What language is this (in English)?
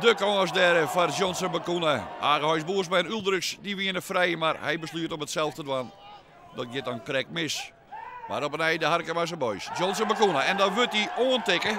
Western Frisian